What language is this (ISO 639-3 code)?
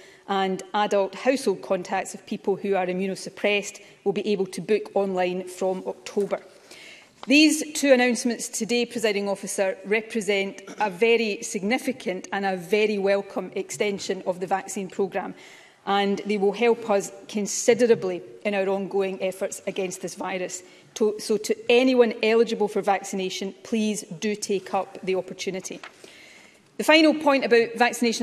eng